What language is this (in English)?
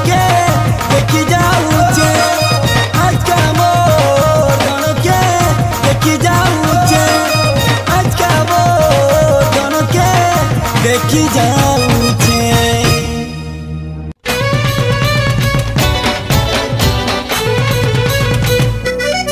Sambalpuri